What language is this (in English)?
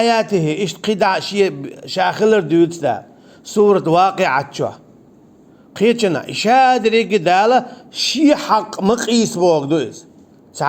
Chechen